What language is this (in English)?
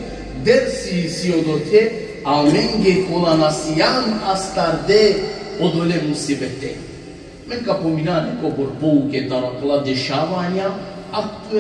Balkan Romani